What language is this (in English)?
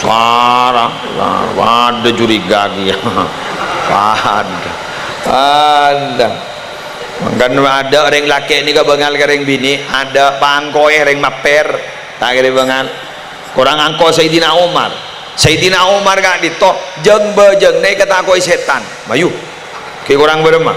Madurese